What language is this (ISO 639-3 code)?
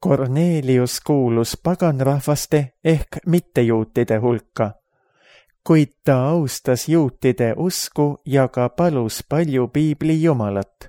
est